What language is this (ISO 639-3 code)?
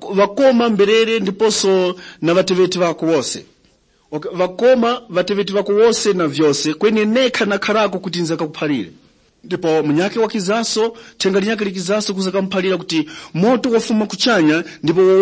tum